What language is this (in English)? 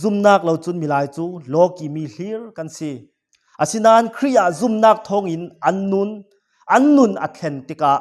Falam Chin